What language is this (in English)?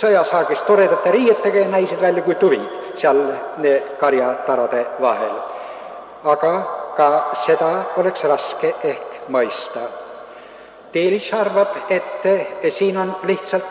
Estonian